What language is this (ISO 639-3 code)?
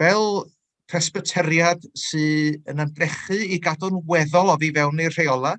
cym